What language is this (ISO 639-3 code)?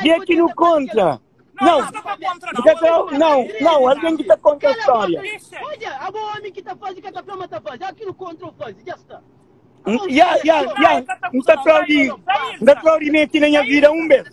kea